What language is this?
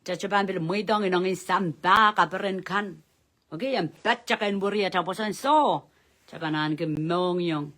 Pohnpeian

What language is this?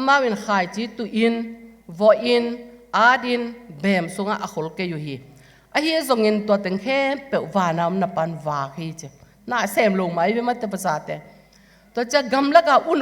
Tedim Chin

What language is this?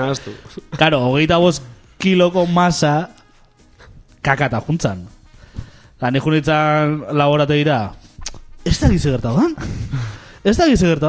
Basque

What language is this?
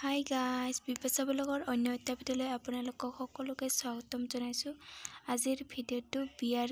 Assamese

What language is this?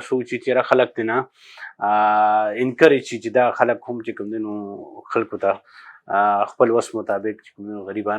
Pashto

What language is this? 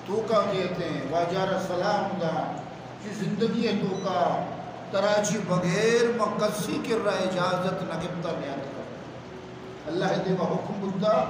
Eastern Balochi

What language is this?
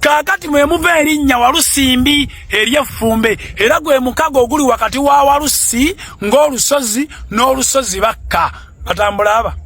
Ganda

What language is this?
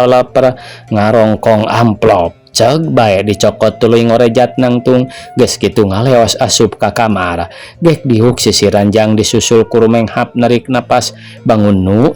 Sundanese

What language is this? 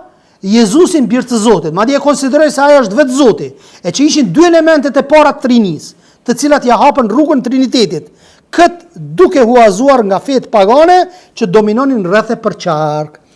Albanian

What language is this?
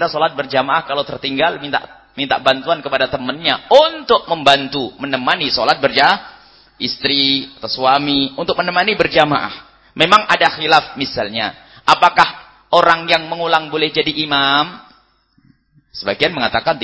Indonesian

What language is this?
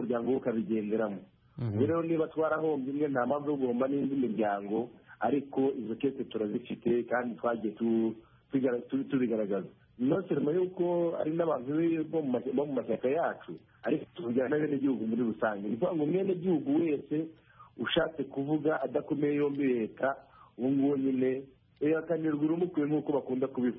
Kinyarwanda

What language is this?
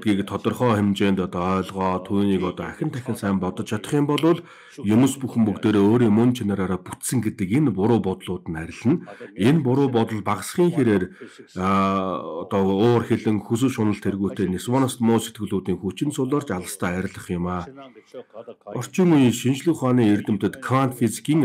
Mongolian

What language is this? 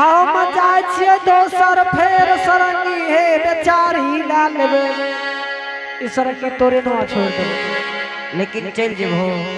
Angika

